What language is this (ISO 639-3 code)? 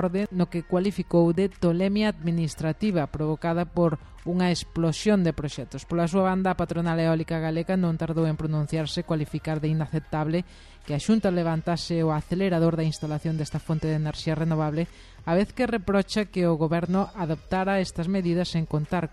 glg